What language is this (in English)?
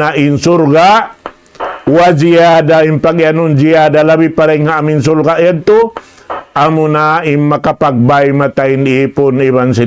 Tausug